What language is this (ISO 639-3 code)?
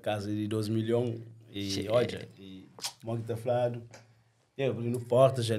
kea